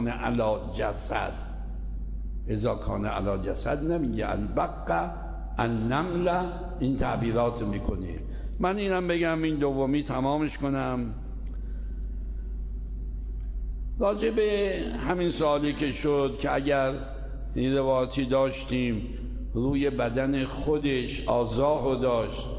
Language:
Persian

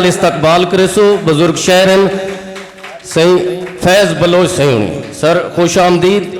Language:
Saraiki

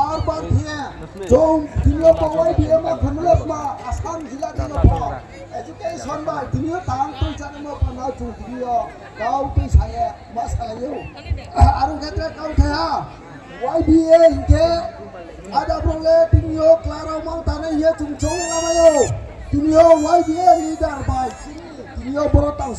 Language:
Riang (India)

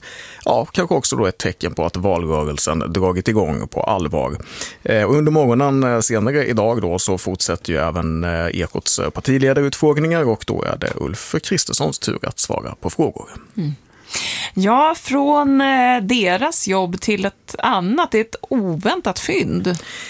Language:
Swedish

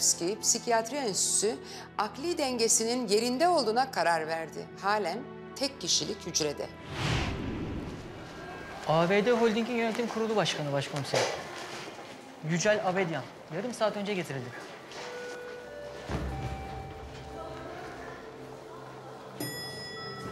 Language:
Turkish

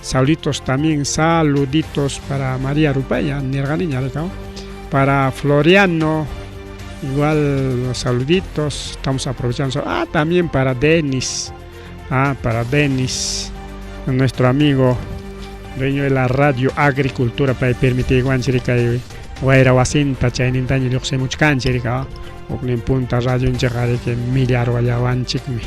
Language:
Ayacucho Quechua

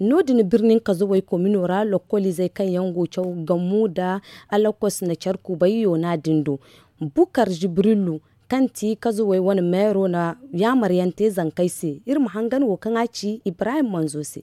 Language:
Zarma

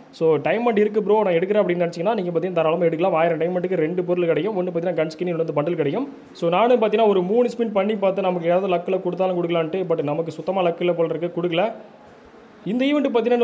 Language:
Tamil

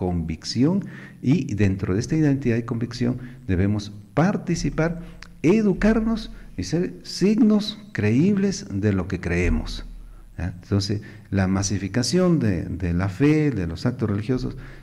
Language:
Spanish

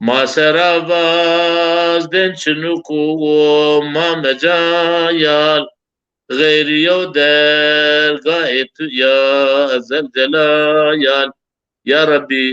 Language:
Zaza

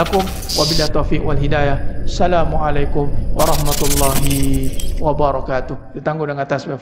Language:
Malay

